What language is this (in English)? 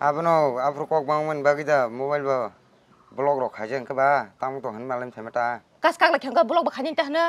Kok Borok